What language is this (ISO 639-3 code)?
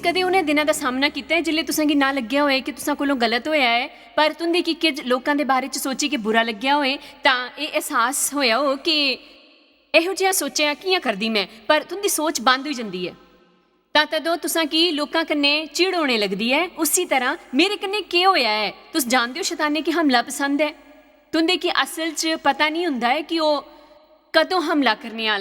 doi